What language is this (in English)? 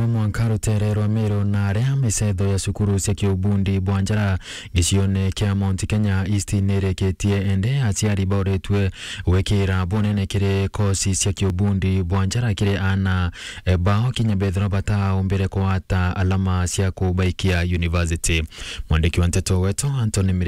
Meru